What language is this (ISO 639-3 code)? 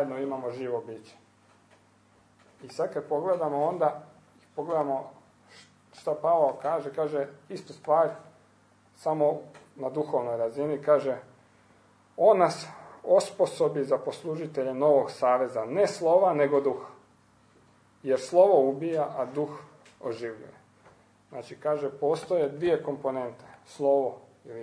hrv